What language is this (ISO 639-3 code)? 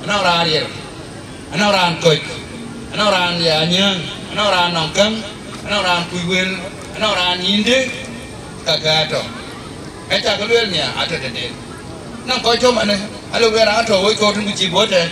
din